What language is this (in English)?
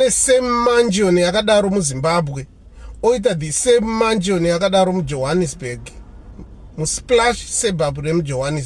Shona